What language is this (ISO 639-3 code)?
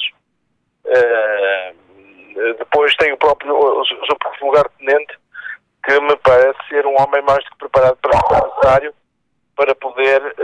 por